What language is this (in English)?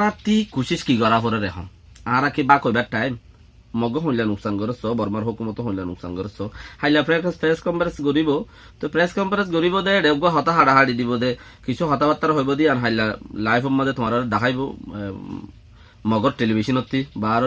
Rohingya